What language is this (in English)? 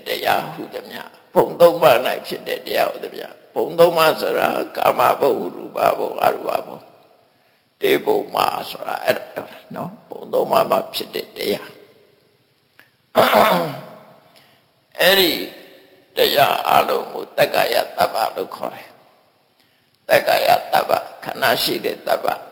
Burmese